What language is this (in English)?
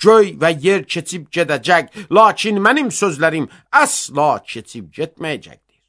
Azerbaijani